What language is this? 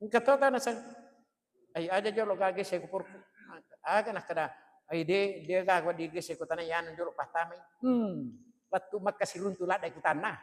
Buginese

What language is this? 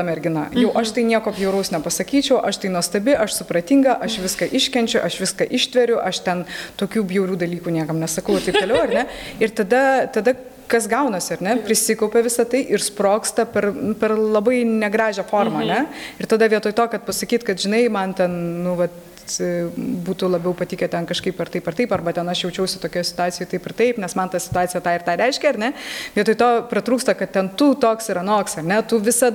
Lithuanian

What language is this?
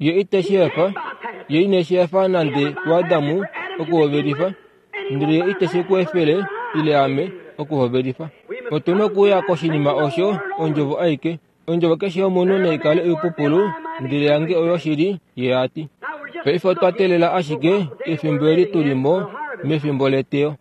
Kuanyama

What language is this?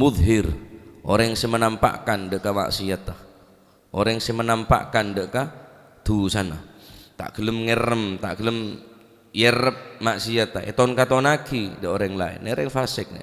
Madurese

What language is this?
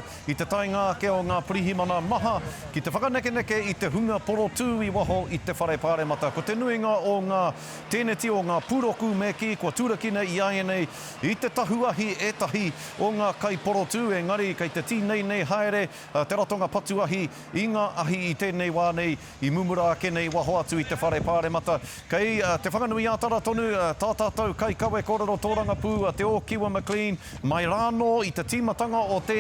Māori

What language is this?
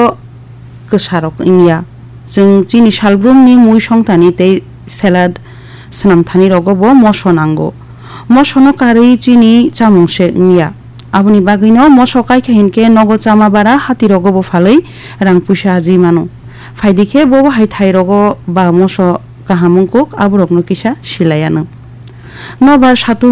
Kok Borok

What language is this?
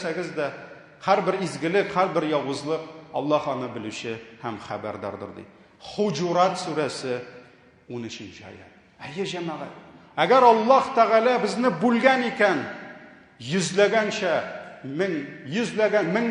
Tatar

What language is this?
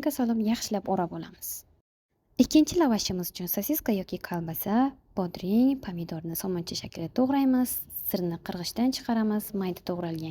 Uzbek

